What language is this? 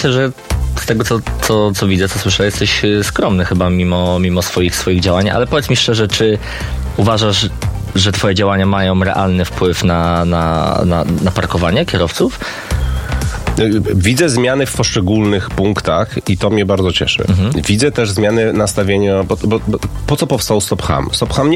Polish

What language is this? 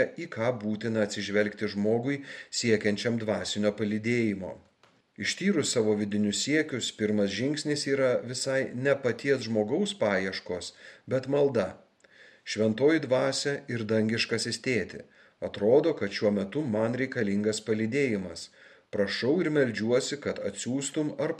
Lithuanian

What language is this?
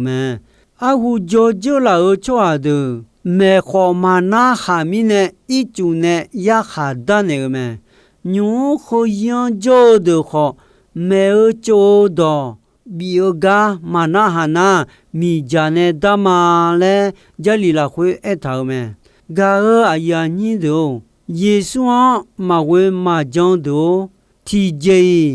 Akha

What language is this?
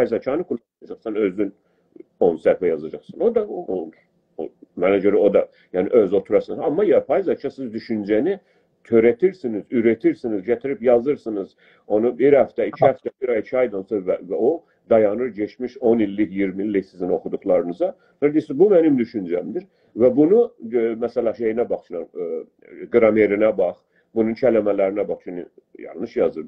South Azerbaijani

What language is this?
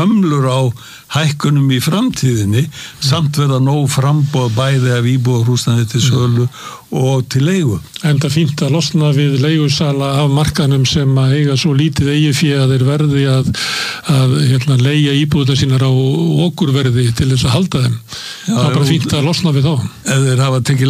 Icelandic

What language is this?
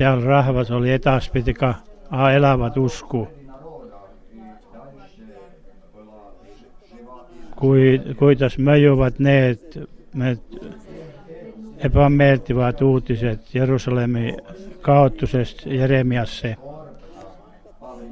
Finnish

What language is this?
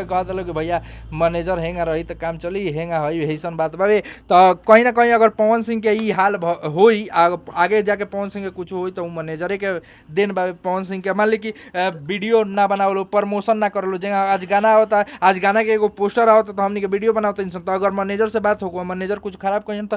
Bhojpuri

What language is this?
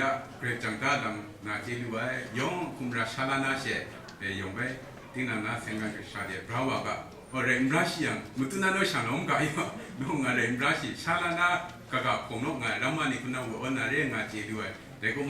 Kachin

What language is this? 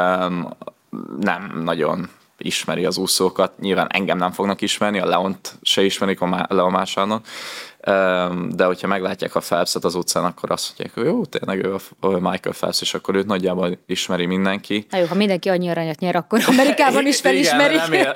Hungarian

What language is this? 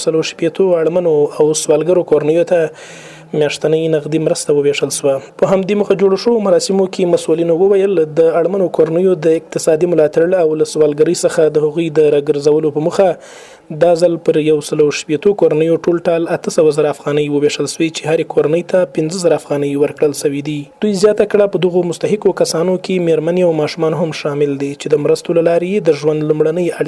Pashto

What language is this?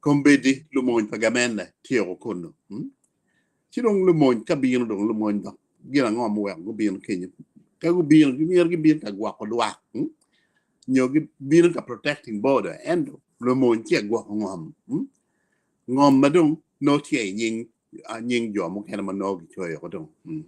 Acoli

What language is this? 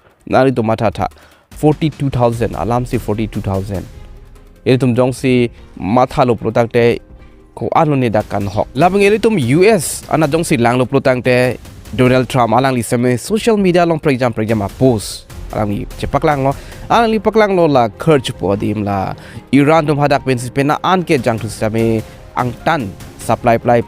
Karbi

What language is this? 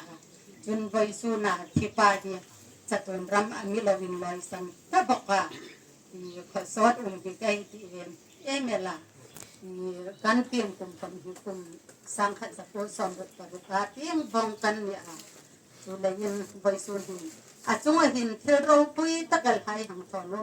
Hmar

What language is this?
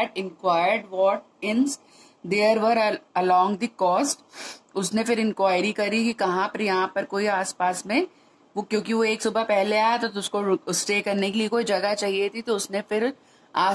Hindi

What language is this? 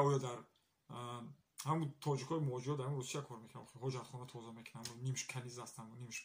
Tajik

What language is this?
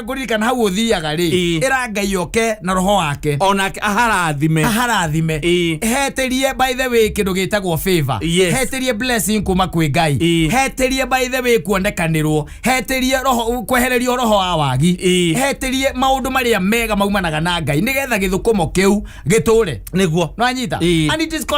Kikuyu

